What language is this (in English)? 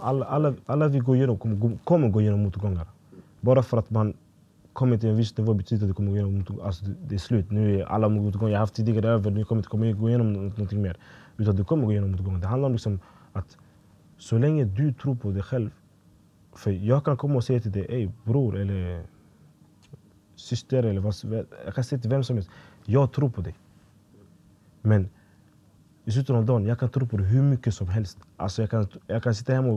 Swedish